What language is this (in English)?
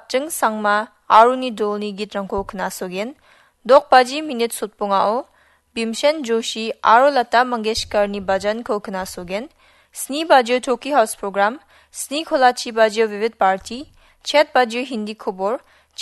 Garo